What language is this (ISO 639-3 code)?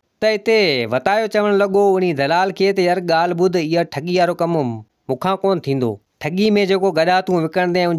snd